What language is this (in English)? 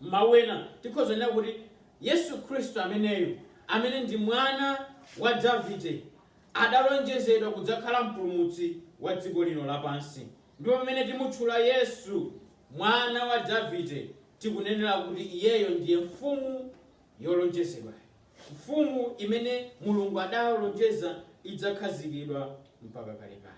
Nyanja